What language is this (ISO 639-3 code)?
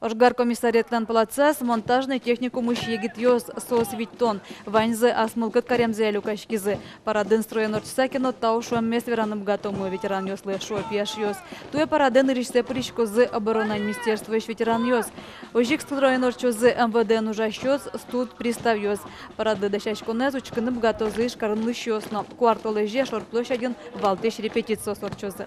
udm